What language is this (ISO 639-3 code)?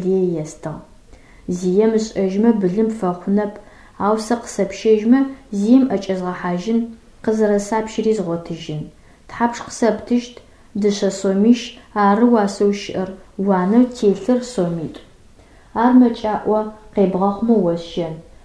ady